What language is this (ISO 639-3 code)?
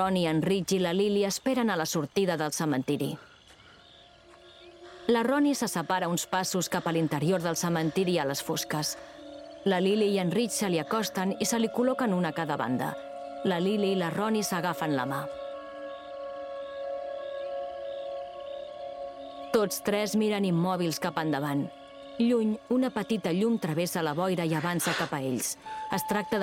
cat